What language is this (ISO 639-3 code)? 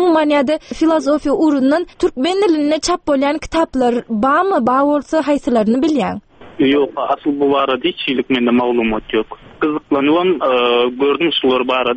tuk